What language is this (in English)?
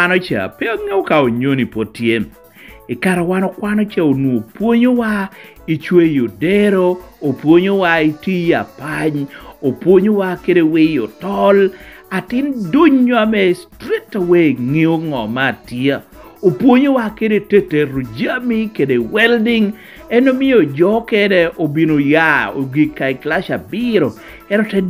Lango (Uganda)